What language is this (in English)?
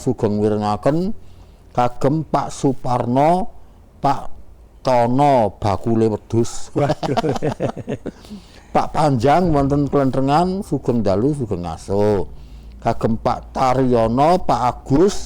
Javanese